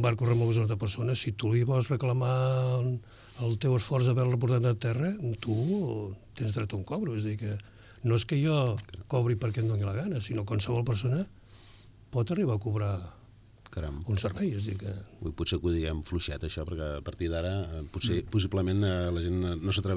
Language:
Catalan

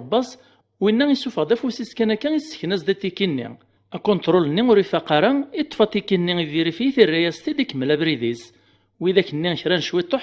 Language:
Kabyle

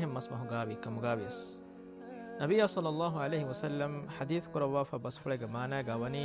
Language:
Divehi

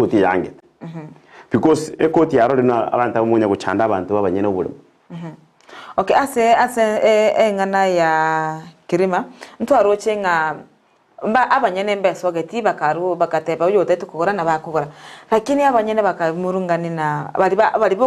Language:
Gusii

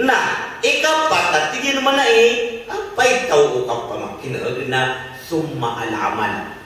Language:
Maranao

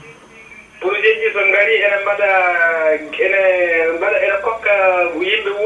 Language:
Fula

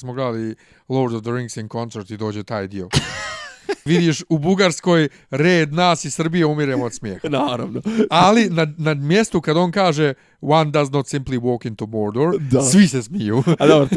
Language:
Bosnian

